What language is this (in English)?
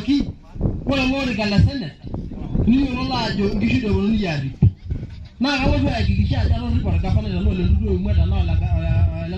Masai